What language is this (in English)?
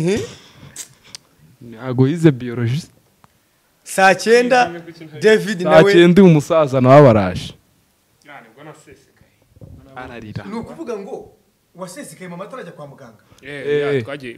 Kinyarwanda